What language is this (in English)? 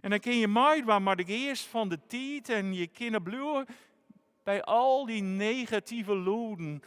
Western Frisian